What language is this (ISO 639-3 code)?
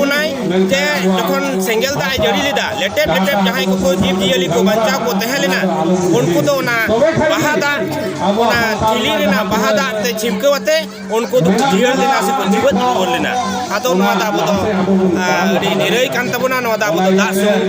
sat